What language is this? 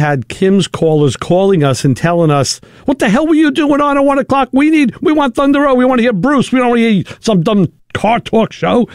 English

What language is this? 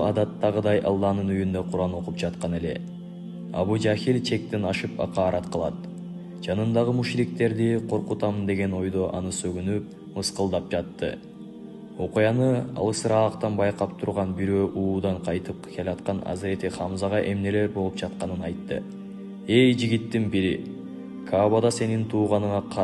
Kyrgyz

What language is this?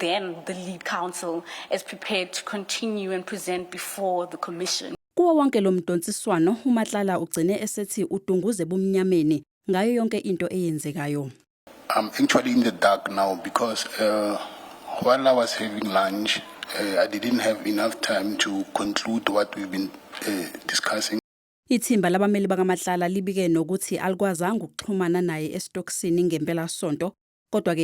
Zulu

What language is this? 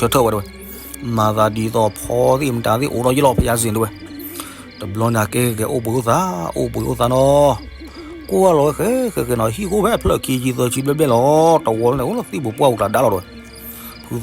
S'gaw Karen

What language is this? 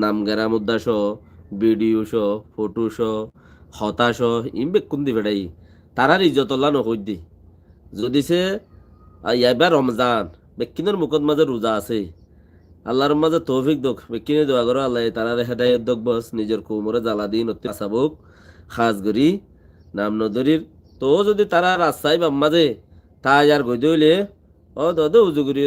Rohingya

